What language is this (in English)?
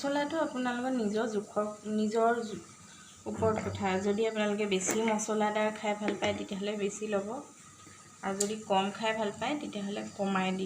Assamese